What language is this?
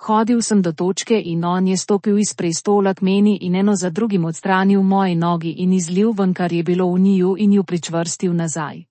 Slovenian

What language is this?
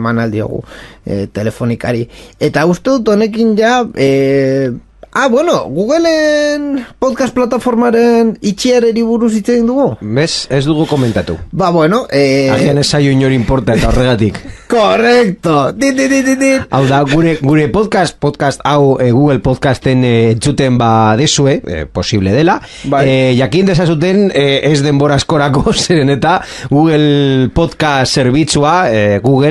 Basque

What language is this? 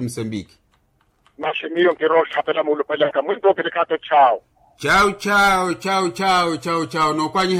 Makhuwa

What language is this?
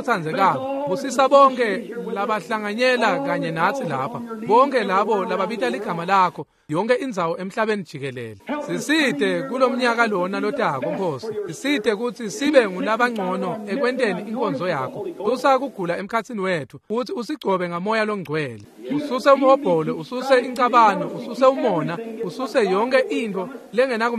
Swati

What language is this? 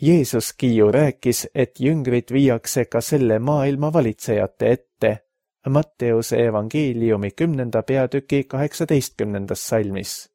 Estonian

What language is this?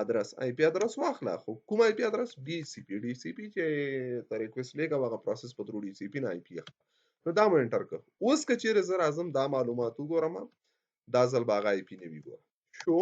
Pashto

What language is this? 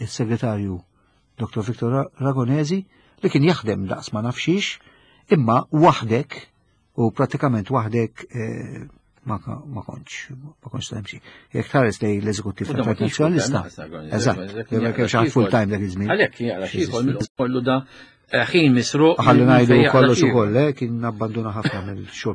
Maltese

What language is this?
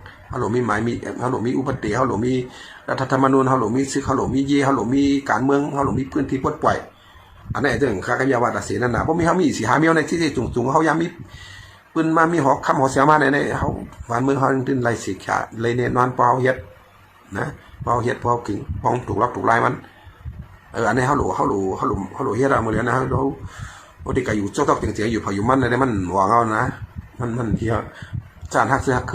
Shan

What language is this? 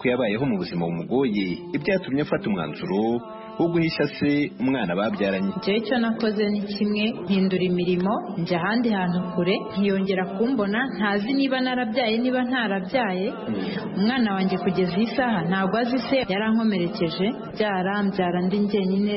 Kinyarwanda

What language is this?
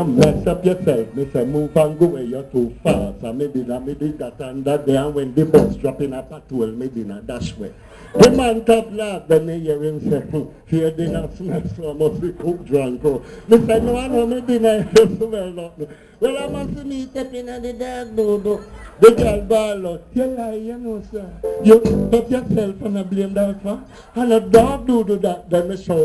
Jamaican Creole English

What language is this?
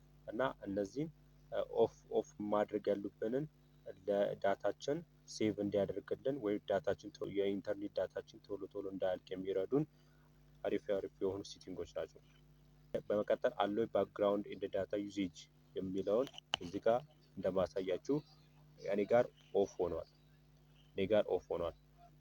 Amharic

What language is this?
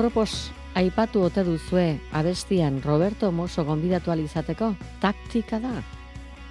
Basque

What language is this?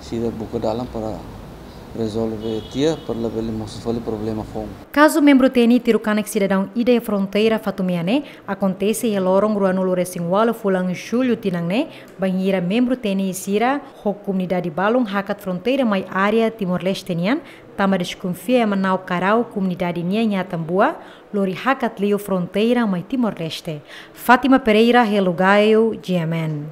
Tetum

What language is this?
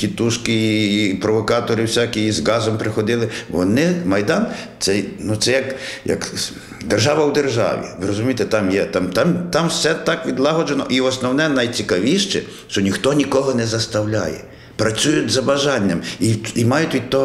Ukrainian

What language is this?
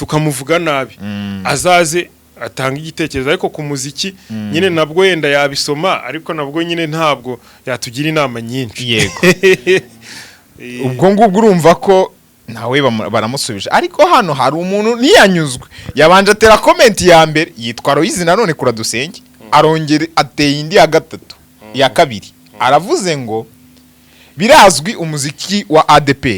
Kinyarwanda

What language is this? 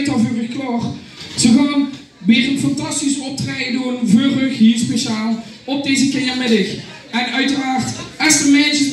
Limburgish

